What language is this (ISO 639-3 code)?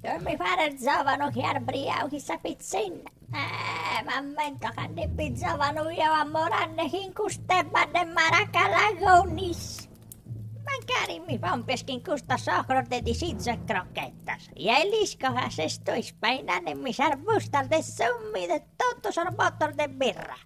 srd